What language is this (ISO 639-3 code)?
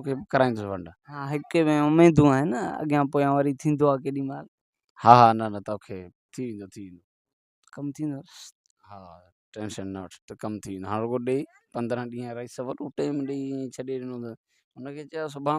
snd